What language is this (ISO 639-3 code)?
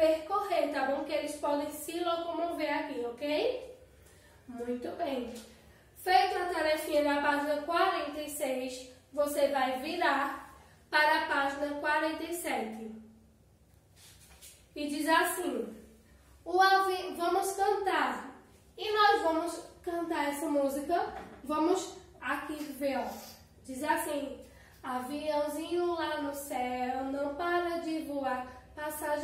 por